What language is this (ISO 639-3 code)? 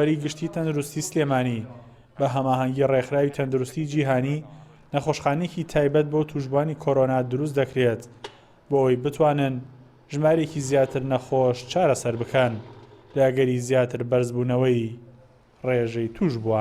ckb